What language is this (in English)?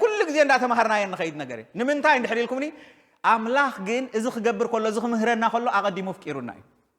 Tigrinya